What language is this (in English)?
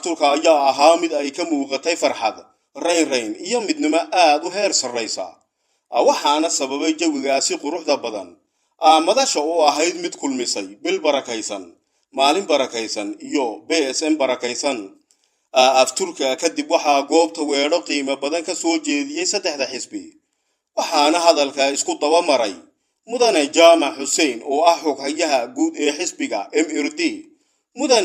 Somali